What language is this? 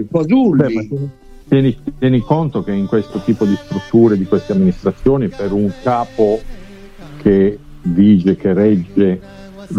Italian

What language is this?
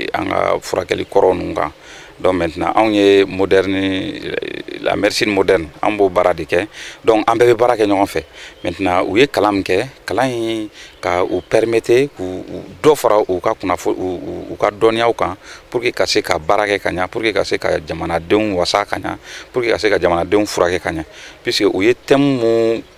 Bambara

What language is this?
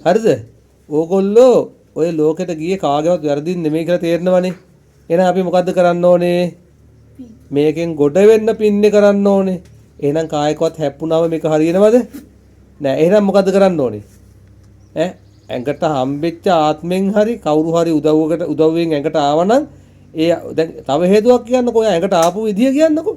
Sinhala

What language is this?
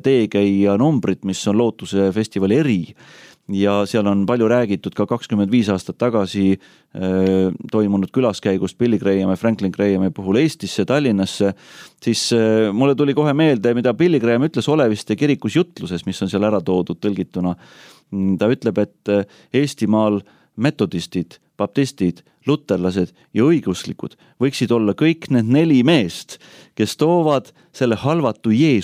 Estonian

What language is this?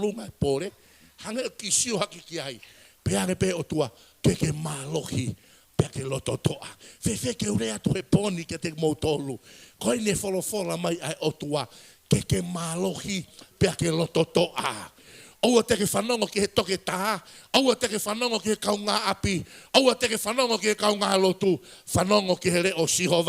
Tongan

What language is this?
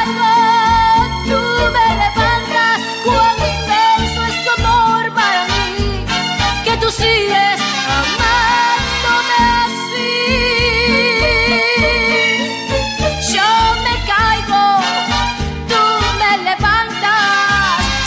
Spanish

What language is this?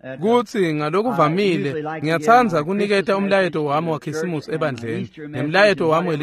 Swati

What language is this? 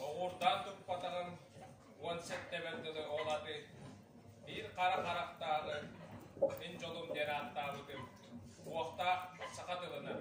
Yakut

